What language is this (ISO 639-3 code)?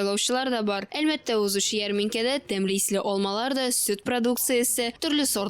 tat